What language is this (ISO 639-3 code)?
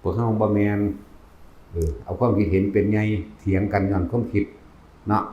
tts